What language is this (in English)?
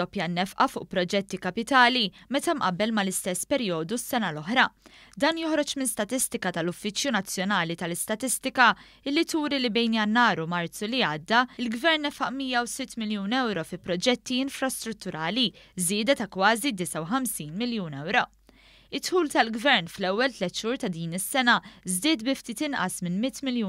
Maltese